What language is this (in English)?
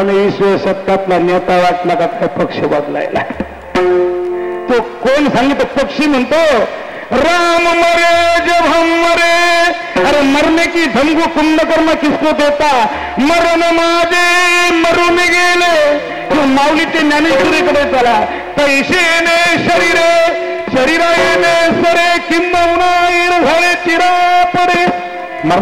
Marathi